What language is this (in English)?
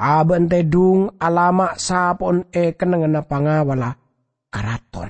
Madurese